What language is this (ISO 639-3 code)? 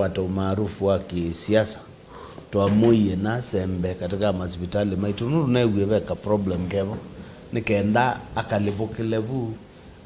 kam